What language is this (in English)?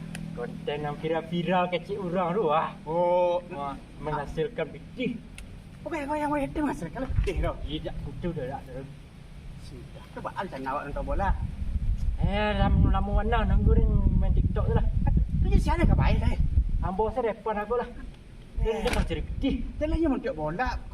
Minangkabau